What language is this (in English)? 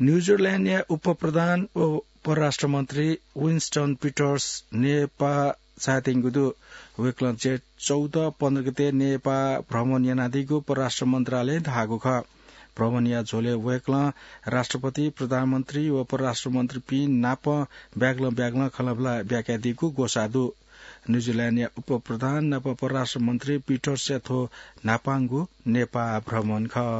Newari